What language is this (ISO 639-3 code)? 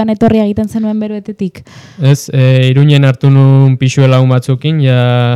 eus